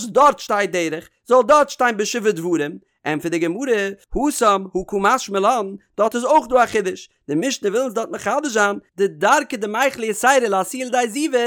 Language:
Yiddish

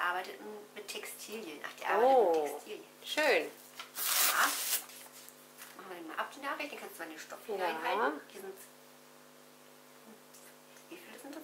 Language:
German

